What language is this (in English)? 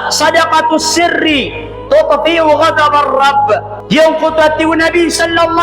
Maranao